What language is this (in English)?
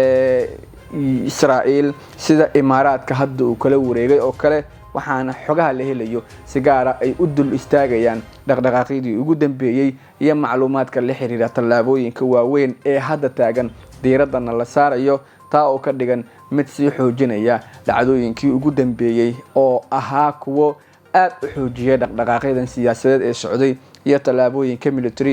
Somali